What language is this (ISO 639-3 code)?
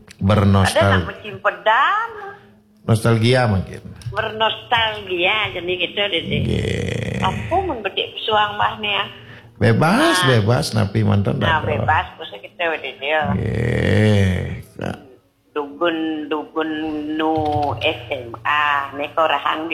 ban